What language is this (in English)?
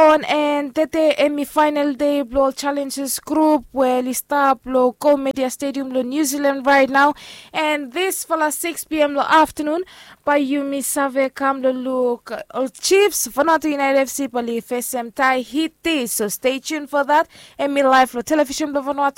Bislama